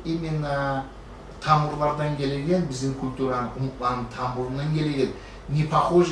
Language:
Kumyk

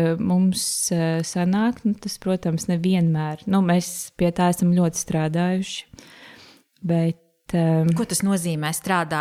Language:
Latvian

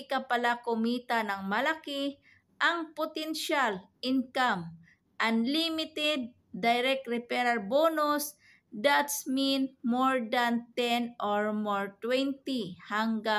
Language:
Filipino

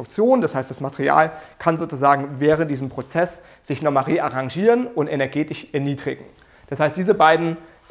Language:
German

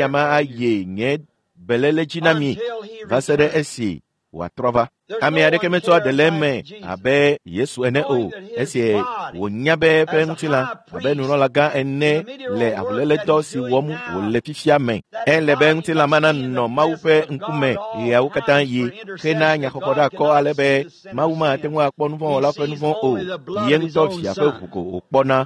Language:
Ewe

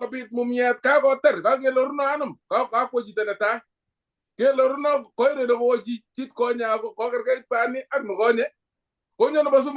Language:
Kalenjin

